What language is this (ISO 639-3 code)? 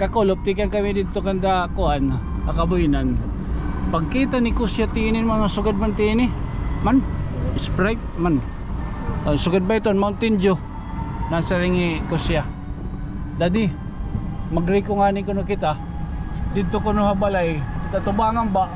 war